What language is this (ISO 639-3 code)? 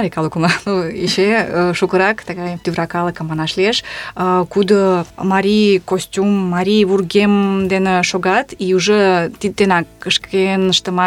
chm